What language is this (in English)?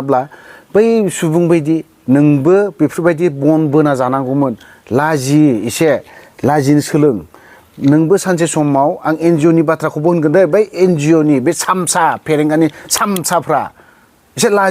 Bodo